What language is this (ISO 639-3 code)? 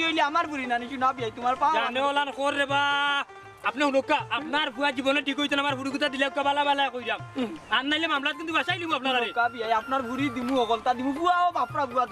syl